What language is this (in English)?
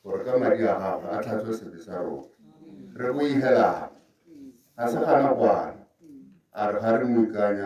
Tswana